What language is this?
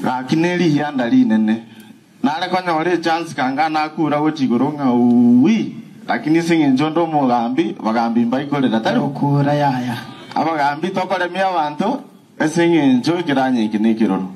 Gusii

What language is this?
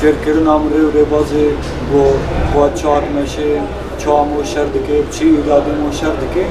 Kurdish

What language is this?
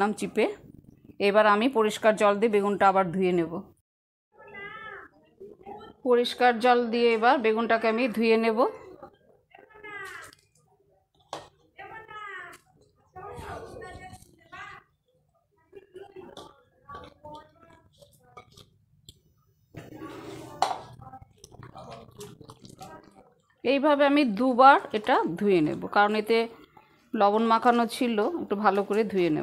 Bangla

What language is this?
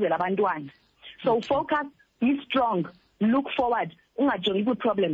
Xhosa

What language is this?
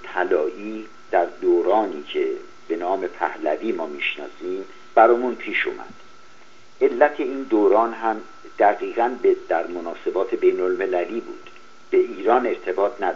Persian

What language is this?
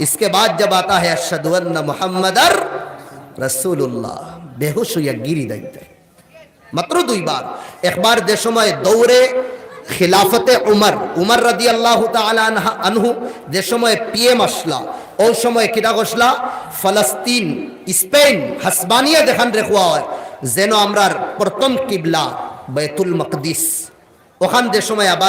Sylheti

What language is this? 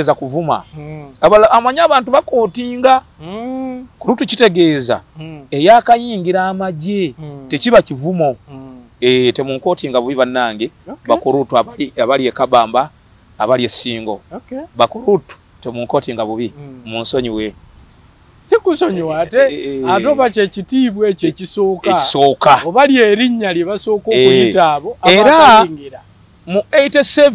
Ganda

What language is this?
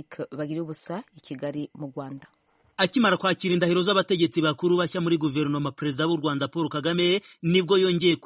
Kinyarwanda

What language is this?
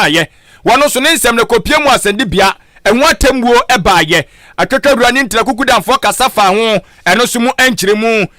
Akan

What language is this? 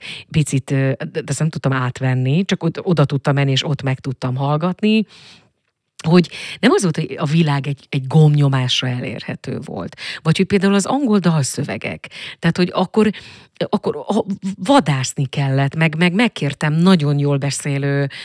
Hungarian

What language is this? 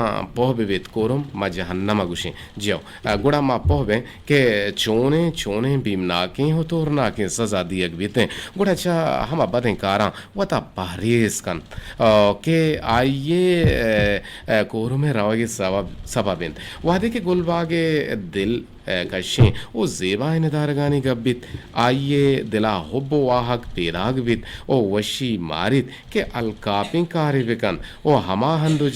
Eastern Balochi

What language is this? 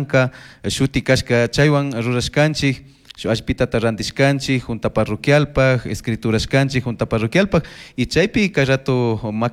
Chimborazo Highland Quichua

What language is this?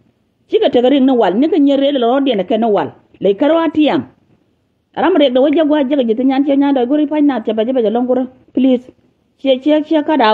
Nuer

